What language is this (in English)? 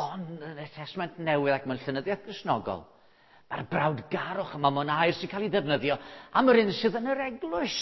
Welsh